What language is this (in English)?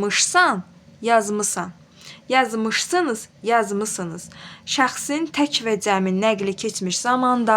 Azerbaijani